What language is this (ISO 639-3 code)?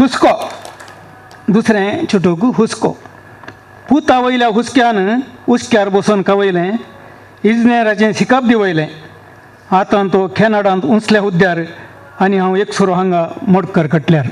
kok